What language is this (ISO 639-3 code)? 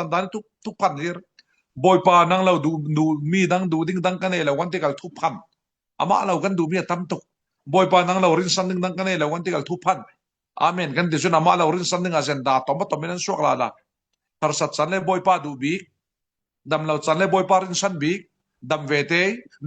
cfm